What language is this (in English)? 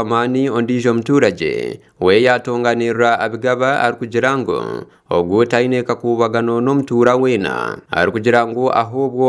Nyankole